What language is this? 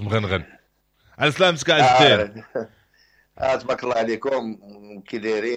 Moroccan Arabic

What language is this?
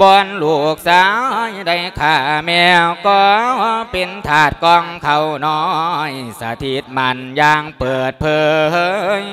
Lao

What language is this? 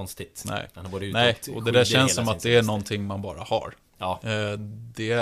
Swedish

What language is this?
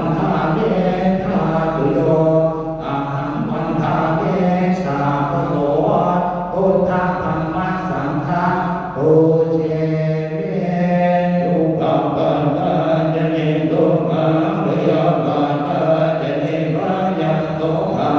Pali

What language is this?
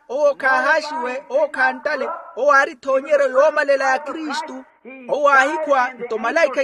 Makhuwa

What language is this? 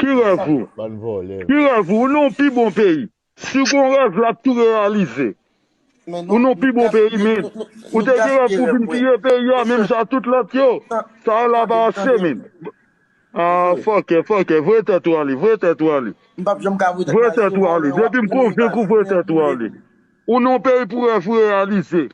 Haitian Creole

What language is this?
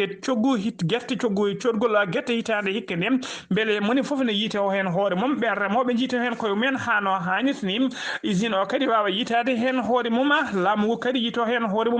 Fula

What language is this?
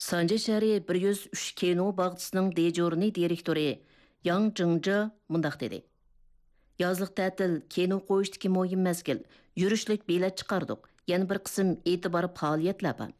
Uyghur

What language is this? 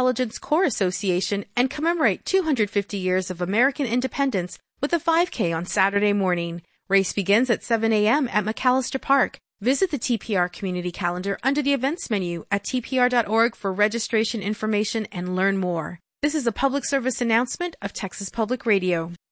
English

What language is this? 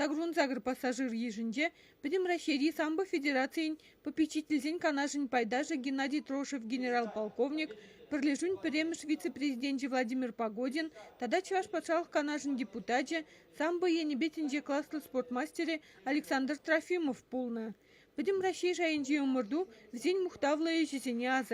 Chuvash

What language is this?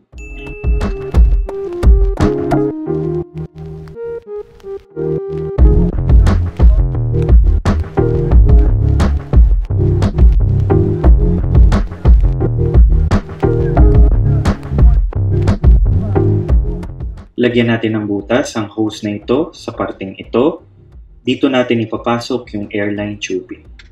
Filipino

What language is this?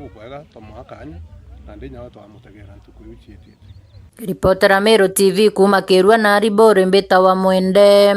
Meru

